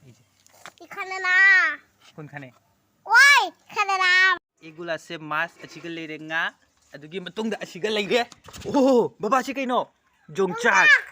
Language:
Manipuri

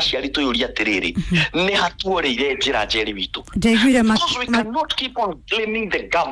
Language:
Kikuyu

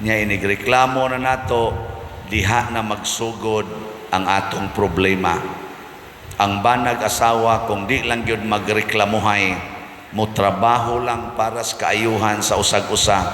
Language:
Cebuano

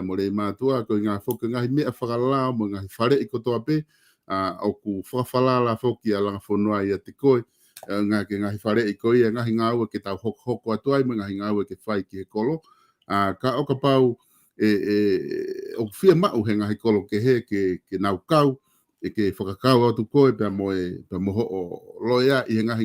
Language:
Tongan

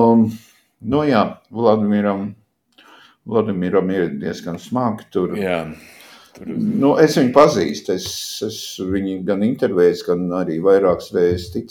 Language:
Latvian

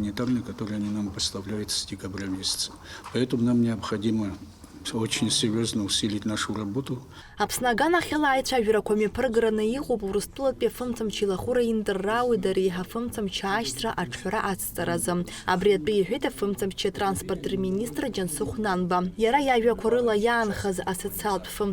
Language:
Abkhazian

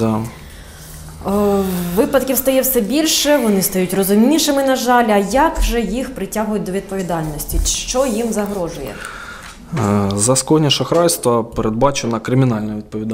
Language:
Ukrainian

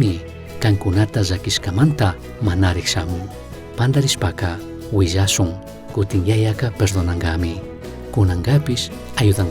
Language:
Chimborazo Highland Quichua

